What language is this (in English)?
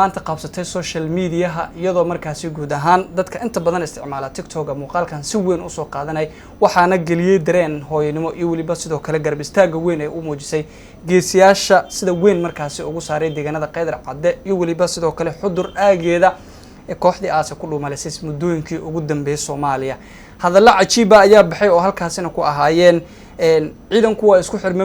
Somali